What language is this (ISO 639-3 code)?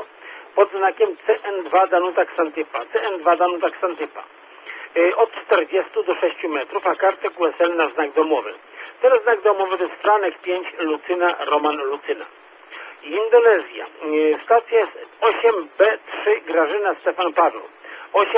pol